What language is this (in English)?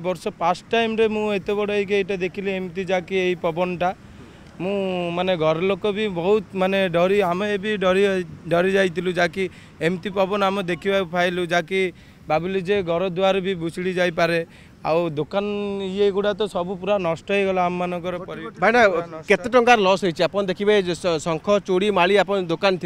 Odia